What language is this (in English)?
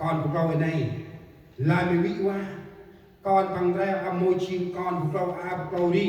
Central Mnong